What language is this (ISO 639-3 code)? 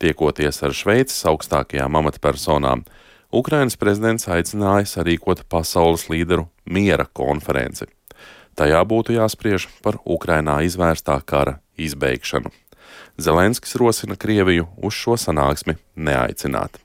lav